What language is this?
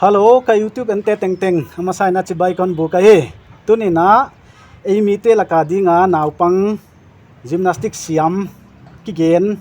Paite Chin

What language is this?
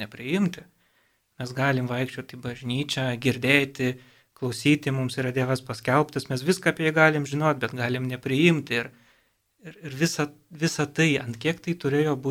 Lithuanian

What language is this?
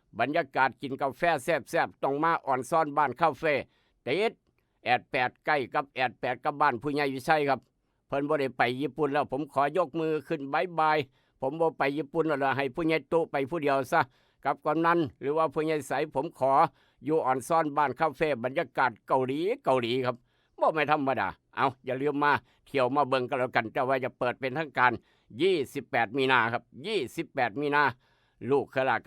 Northeastern Thai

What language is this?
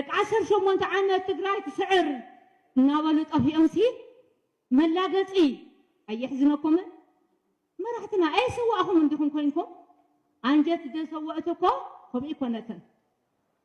Tigrinya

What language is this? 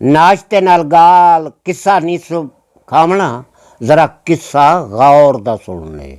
Saraiki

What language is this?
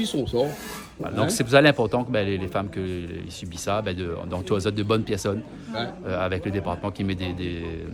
Réunion Creole French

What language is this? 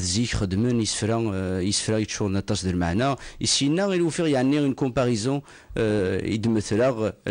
Kabyle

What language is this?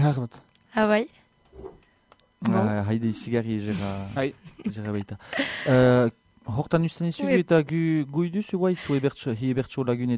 Basque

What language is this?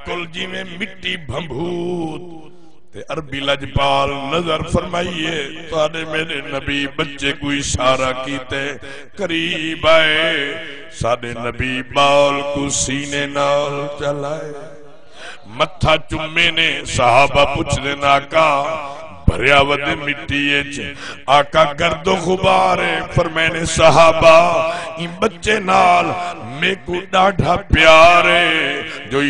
Saraiki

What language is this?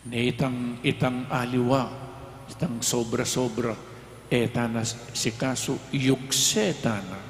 Pampanga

